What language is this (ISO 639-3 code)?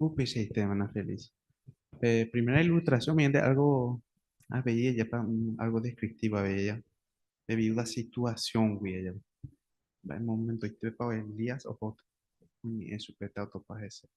grn